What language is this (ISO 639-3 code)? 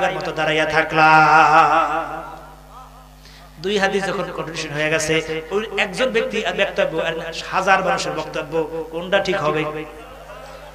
ben